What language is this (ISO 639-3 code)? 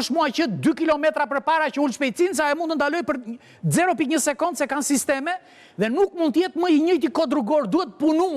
sqi